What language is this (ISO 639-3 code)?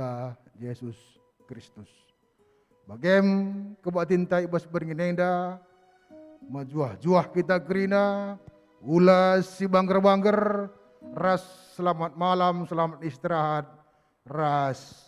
btx